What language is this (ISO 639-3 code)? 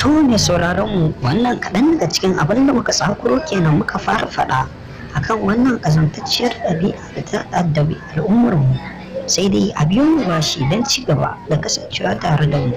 hau